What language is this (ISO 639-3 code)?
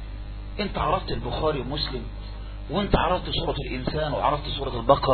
ara